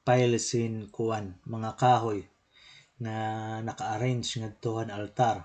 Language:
Waray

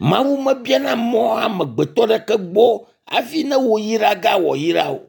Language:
Ewe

